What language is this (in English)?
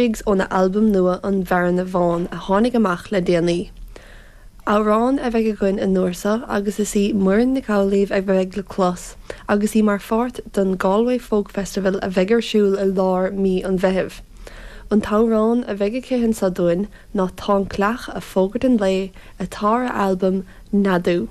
Irish